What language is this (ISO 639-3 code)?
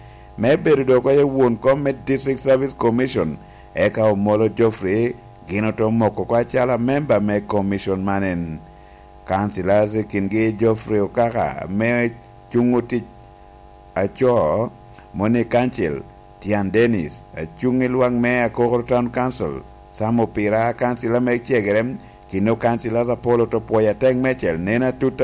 laj